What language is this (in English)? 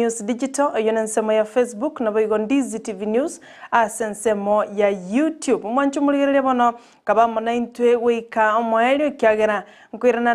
Gusii